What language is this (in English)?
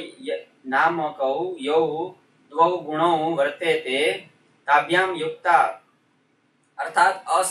Sanskrit